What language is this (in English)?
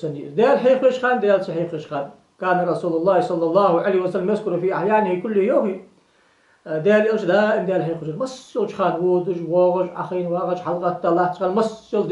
Ingush